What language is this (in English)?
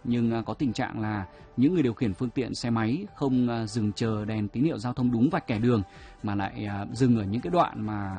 Vietnamese